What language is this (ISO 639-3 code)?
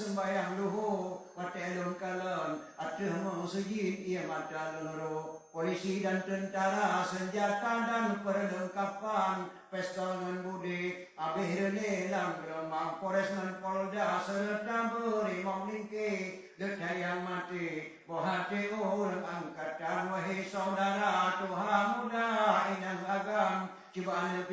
ace